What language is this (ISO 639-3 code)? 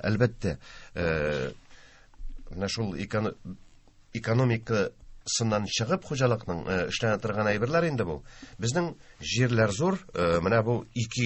tat